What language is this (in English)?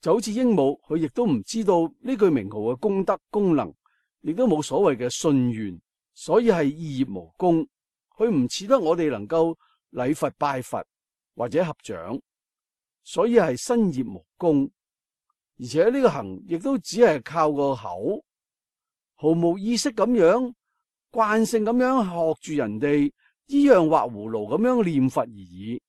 Cantonese